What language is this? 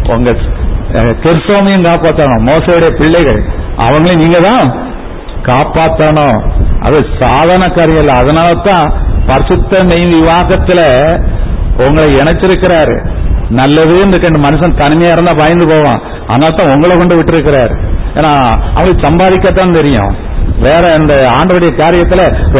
Tamil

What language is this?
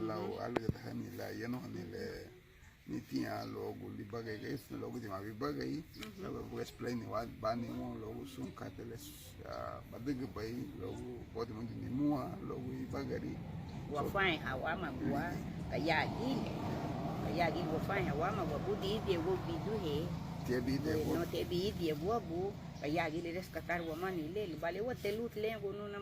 Garifuna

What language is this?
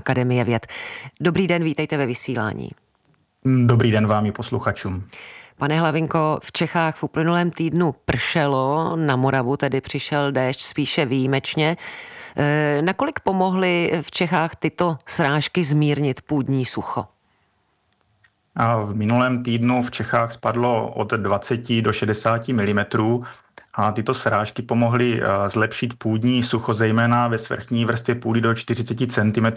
Czech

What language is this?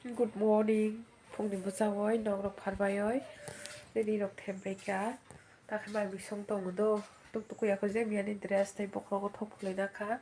Kok Borok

